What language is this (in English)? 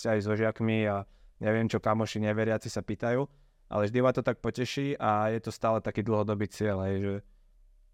Slovak